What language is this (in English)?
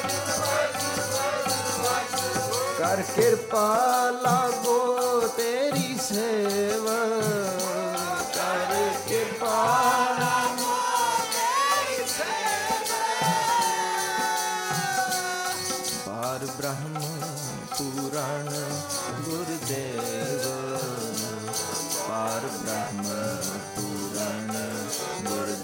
Punjabi